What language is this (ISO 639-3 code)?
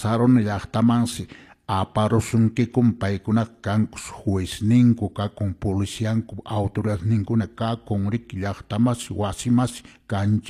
que